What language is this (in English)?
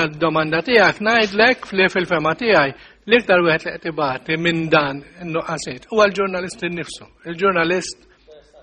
Maltese